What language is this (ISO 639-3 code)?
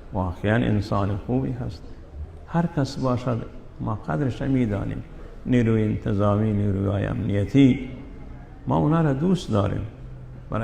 fas